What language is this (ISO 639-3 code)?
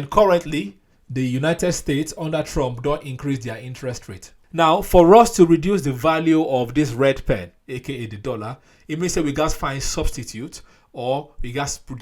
pcm